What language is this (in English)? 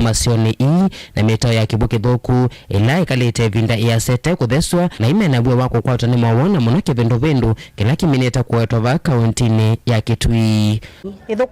Kamba